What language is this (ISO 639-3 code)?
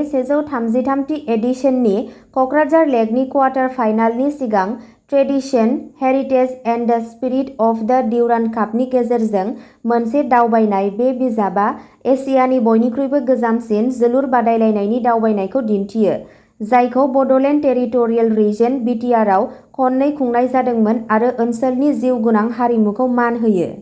brx